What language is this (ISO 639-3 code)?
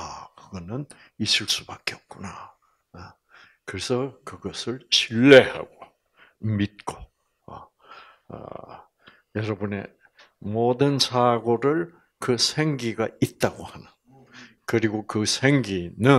kor